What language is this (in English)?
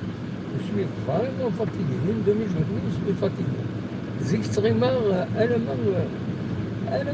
Kabyle